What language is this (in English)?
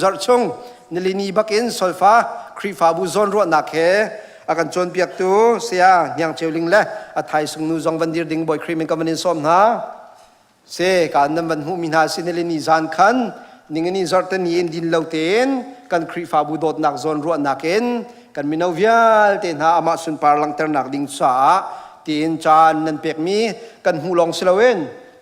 Hakha Chin